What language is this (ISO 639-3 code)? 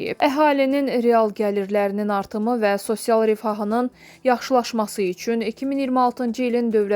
aze